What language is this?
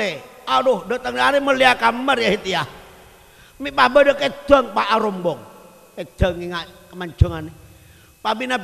Madurese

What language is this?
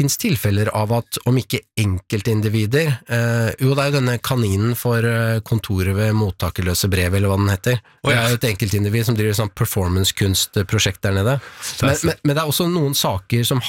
Norwegian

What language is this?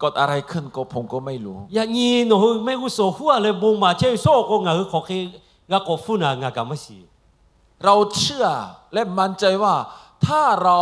Lahu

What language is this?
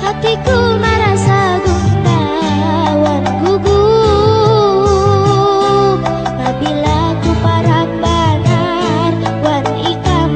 Banjar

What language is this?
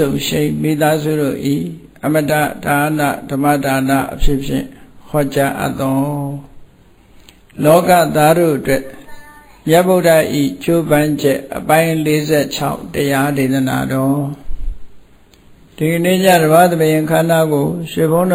Burmese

